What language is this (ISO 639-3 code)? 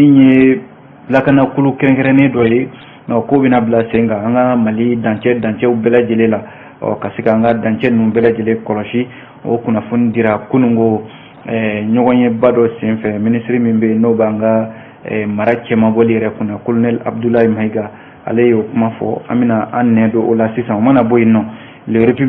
bam